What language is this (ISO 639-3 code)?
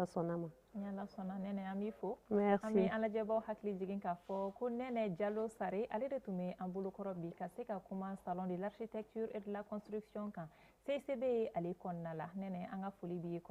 bam